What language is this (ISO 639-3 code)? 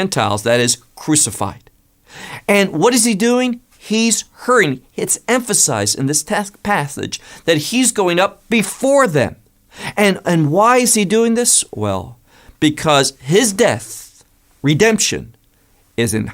eng